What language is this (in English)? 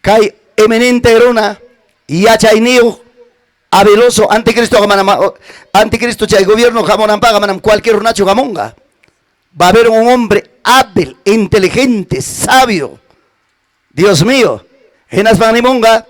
Ayacucho Quechua